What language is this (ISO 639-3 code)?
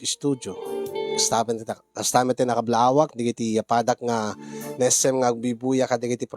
ilo